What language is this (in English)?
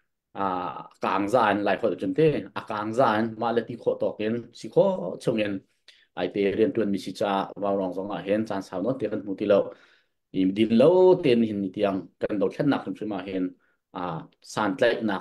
Hakha Chin